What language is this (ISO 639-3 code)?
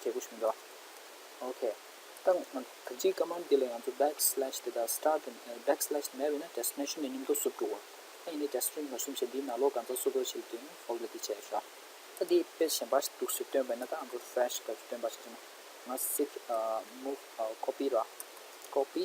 bod